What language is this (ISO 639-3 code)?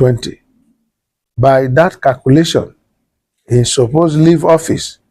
pcm